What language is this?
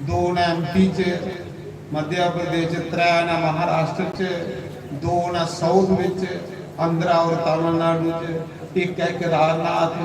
Dogri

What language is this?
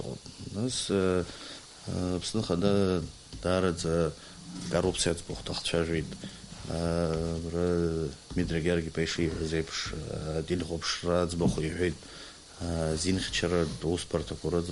Abkhazian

